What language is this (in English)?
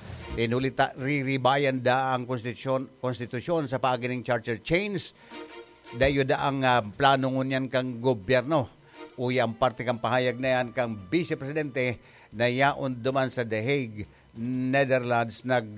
Bikol